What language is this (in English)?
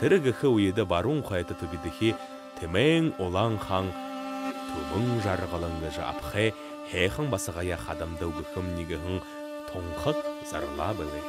Buriat